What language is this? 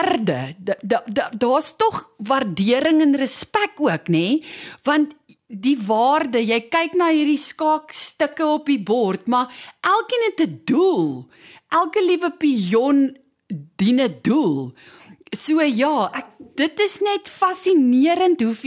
Afrikaans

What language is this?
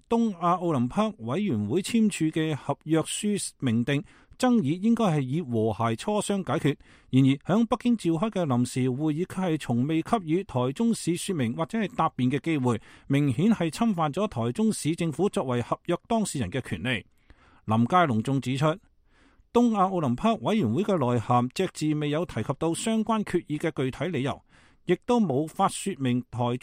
Cantonese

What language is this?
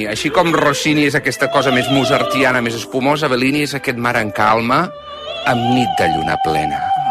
Catalan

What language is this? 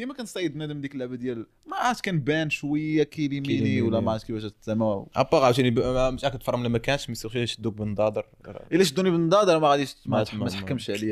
Moroccan Arabic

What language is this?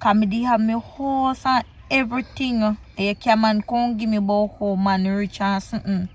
Jamaican Creole English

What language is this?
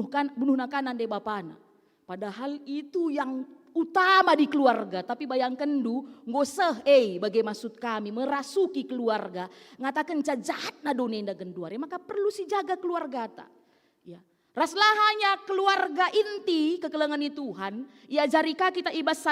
Batak Karo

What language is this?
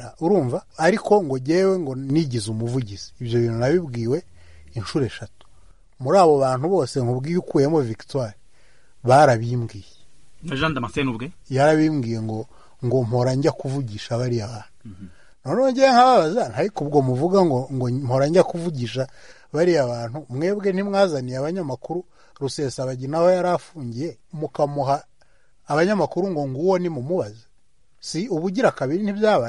Kinyarwanda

